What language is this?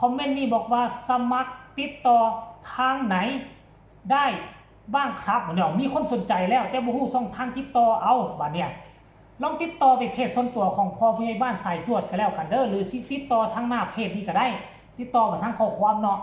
Northeastern Thai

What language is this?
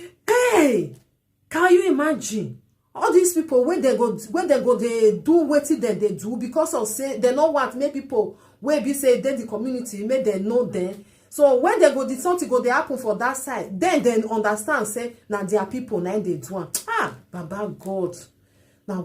Nigerian Pidgin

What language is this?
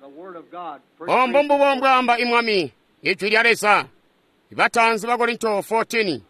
Tonga (Zambia)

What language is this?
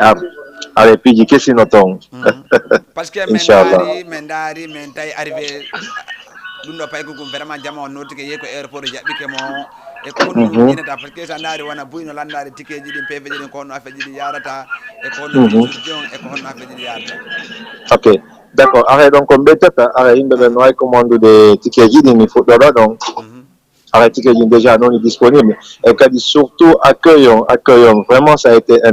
Fula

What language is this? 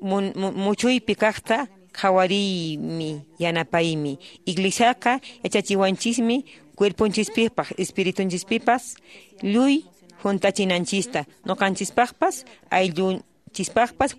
Quechua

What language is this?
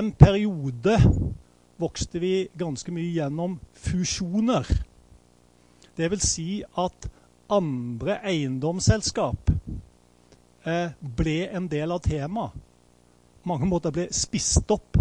Norwegian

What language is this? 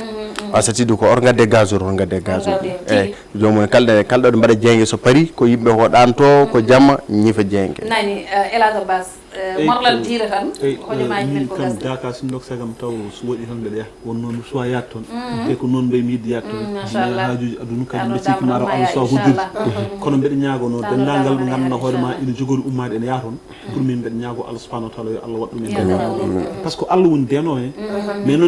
Fula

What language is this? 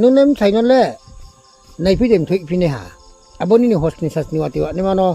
Riang (India)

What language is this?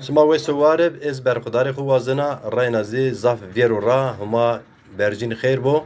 Zaza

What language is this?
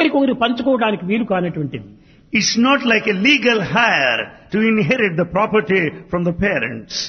Telugu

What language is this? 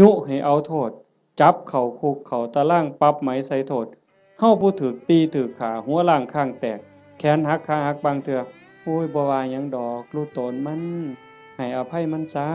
Northeastern Thai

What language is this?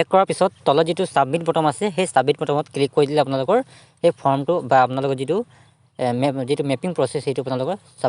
Assamese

